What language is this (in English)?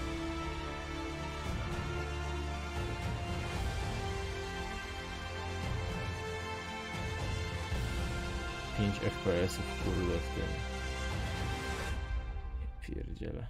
Polish